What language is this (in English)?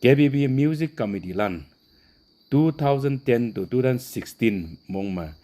Konyak Naga